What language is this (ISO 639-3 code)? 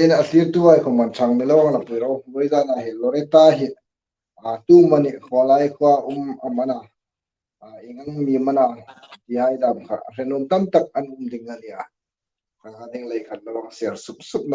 hmr